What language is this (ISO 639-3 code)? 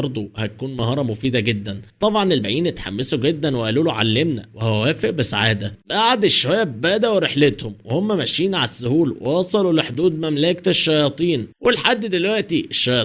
arz